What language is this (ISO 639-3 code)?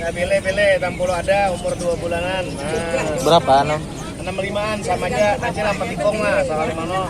bjn